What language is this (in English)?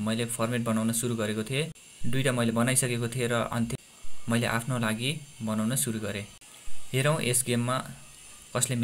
Nepali